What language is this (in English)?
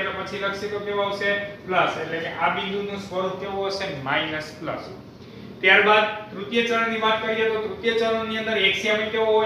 Gujarati